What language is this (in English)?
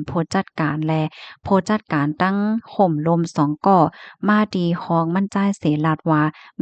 Shan